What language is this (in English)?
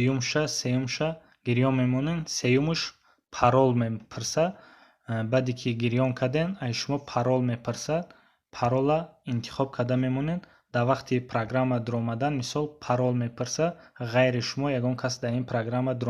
Tajik